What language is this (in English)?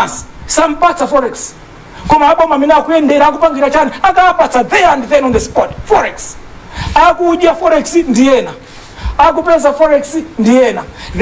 Nyanja